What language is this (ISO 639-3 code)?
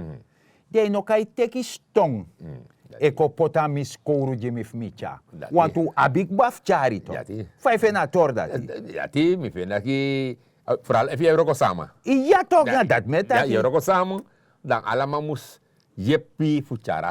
srn